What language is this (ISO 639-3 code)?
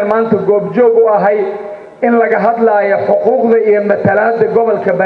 som